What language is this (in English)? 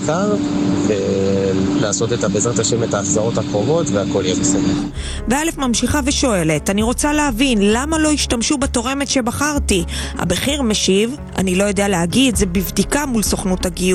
Hebrew